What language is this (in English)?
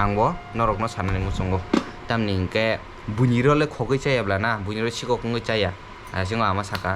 Kok Borok